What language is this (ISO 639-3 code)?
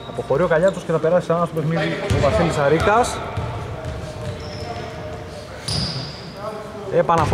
ell